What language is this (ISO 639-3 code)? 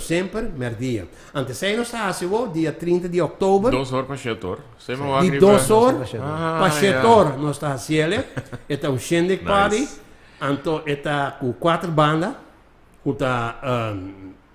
pap